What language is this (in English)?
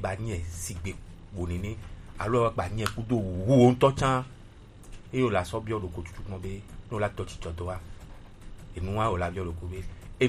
Gen